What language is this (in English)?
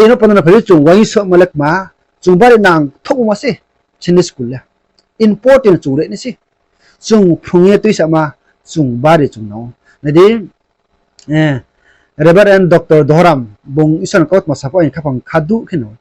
Riang (India)